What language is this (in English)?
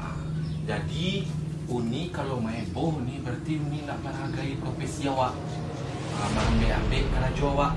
Minangkabau